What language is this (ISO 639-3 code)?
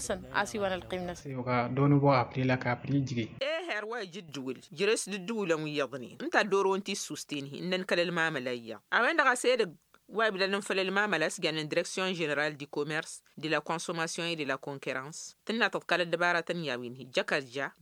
taq